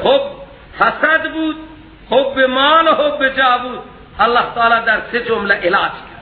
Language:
Persian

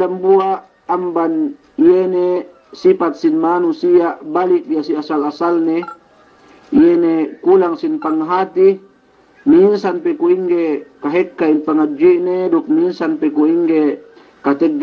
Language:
Yakan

